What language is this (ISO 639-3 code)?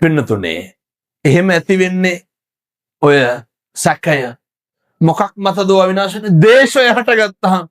sin